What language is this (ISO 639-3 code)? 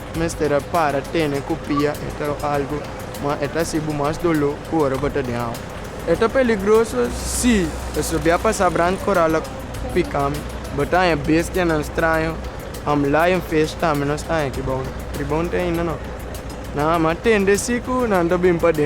pap